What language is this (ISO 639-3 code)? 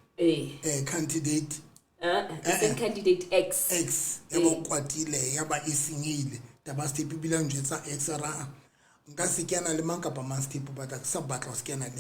sot